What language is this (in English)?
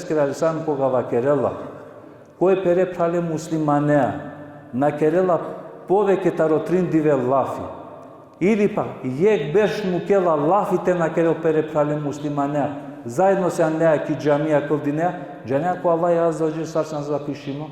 Balkan Romani